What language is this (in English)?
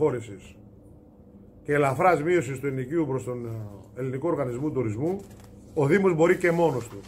Greek